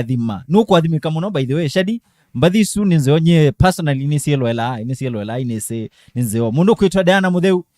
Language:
Kamba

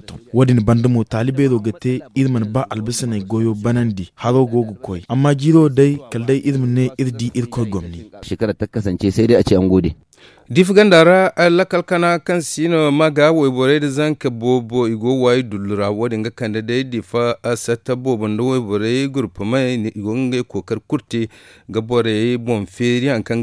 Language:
Zarma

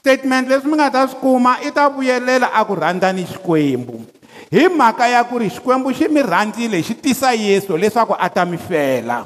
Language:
Tsonga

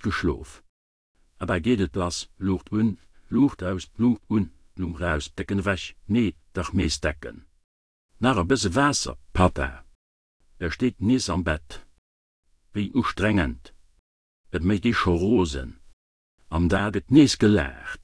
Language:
Luxembourgish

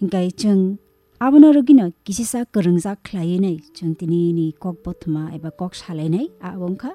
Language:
Kok Borok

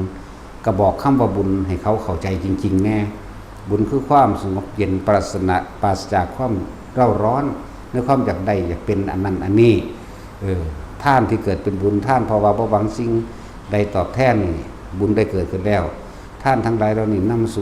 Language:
Northeastern Thai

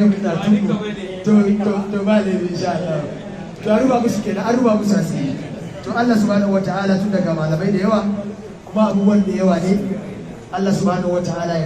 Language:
Hausa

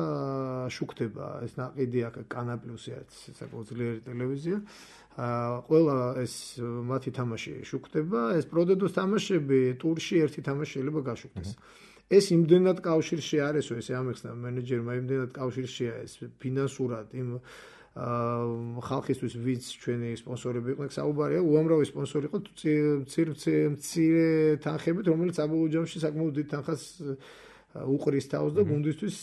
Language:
Georgian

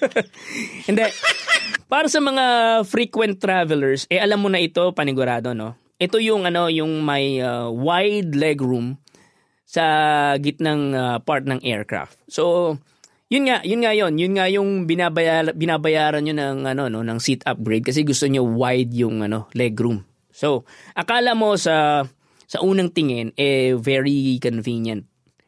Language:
Filipino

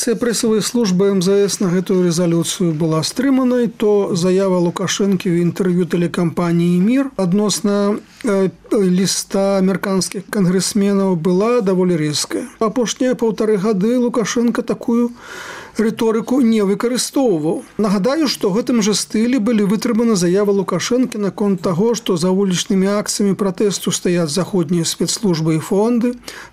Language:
Belarusian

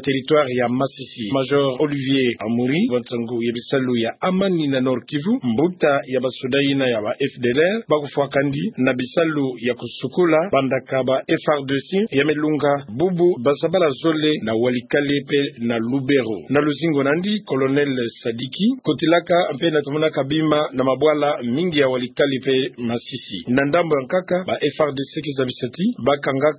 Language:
Kituba (Democratic Republic of Congo)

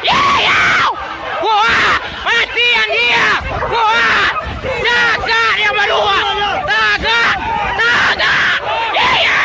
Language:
Minangkabau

